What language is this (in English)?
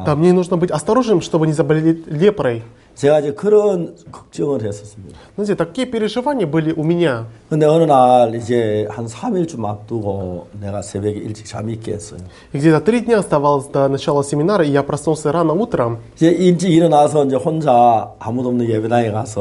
Korean